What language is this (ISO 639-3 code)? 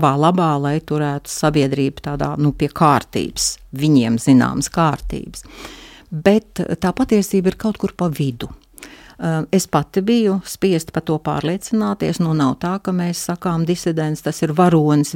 lav